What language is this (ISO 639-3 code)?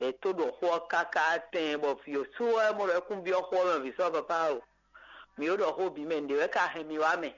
fon